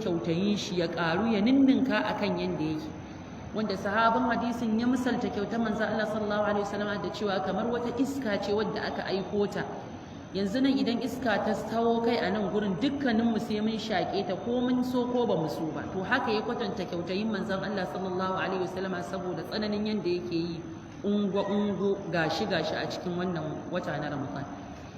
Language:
Hausa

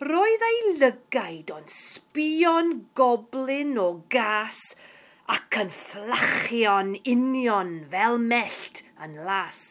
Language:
Welsh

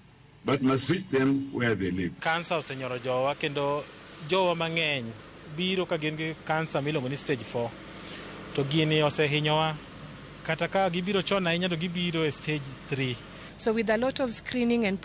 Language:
Luo (Kenya and Tanzania)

